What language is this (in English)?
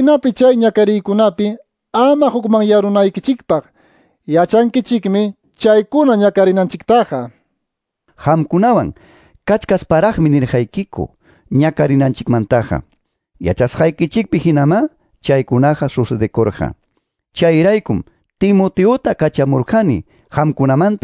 Quechua